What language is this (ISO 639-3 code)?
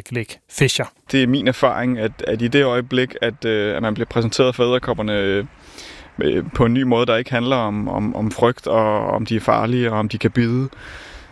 dan